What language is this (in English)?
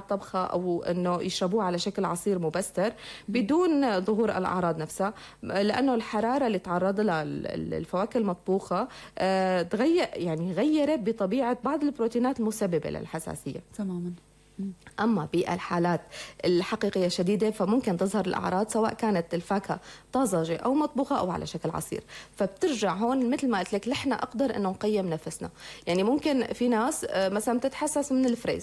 North Levantine Arabic